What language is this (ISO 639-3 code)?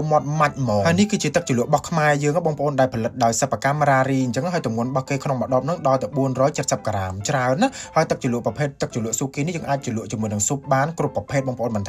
khm